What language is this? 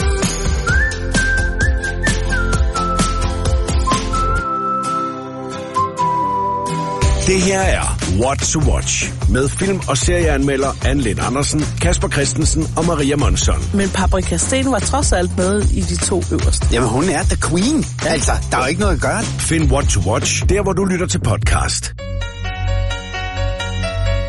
Danish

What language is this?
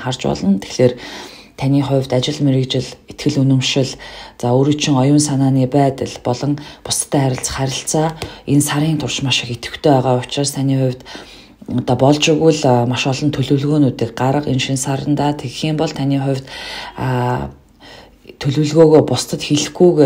Mongolian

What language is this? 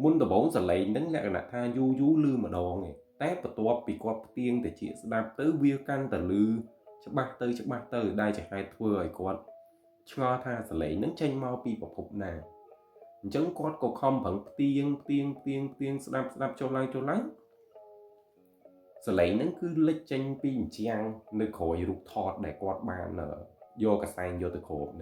Khmer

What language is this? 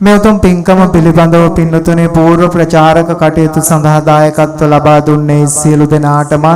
Sinhala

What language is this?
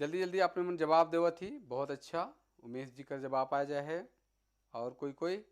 Sadri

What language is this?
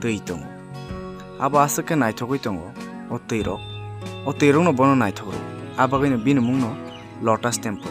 Kok Borok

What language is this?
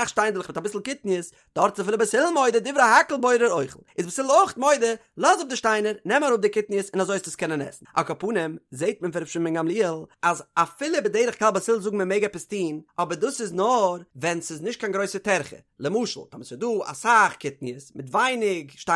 Yiddish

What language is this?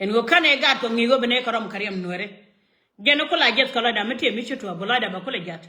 Nuer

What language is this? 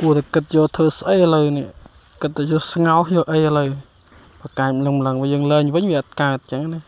Khmer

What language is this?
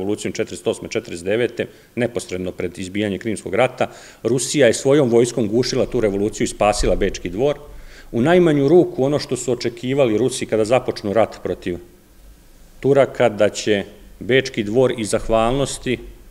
Serbian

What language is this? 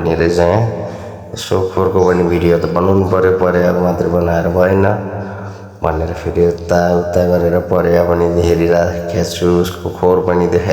Nepali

